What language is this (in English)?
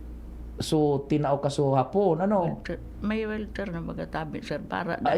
Bikol